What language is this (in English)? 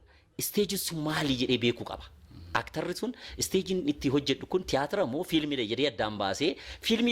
Oromo